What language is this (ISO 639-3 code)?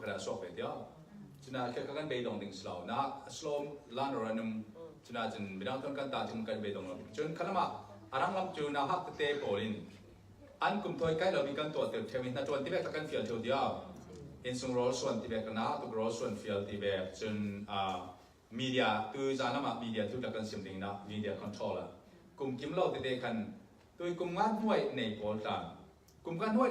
cfm